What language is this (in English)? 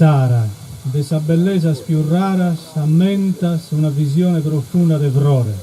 Sardinian